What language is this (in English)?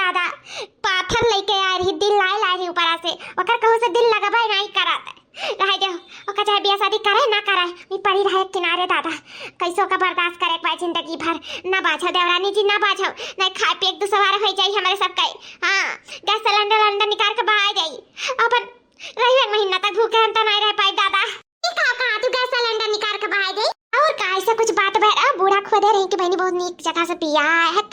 Awadhi